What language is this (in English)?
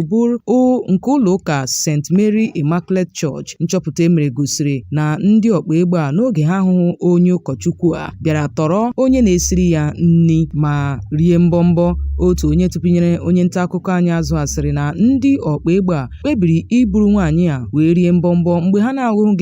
Igbo